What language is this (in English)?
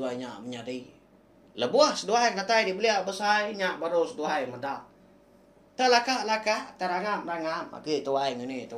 Iban